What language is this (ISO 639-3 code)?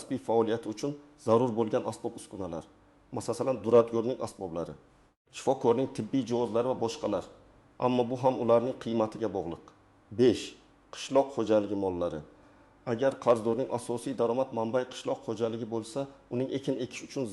uzb